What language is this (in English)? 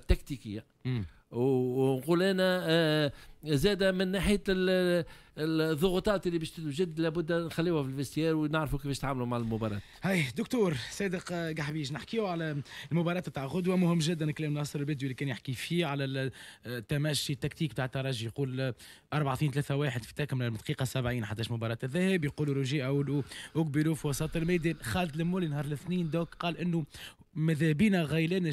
Tunisian Arabic